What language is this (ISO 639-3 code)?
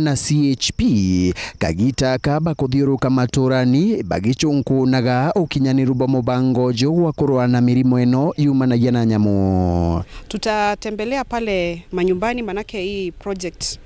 mer